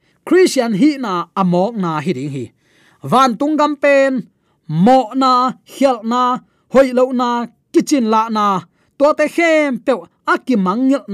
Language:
Tedim Chin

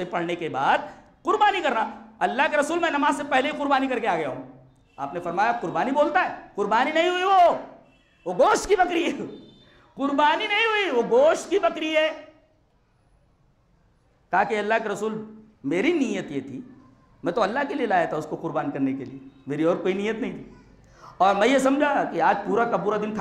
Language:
Urdu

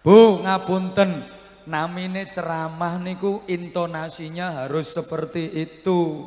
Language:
Javanese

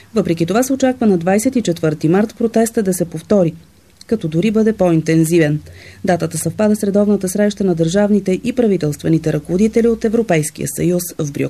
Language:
Bulgarian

